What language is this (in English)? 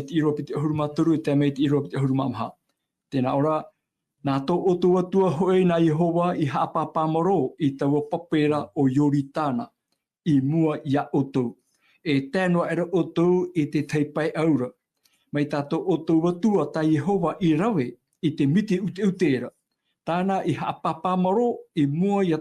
Tahitian